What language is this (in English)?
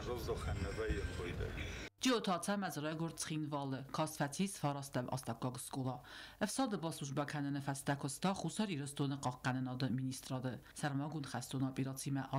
Ossetic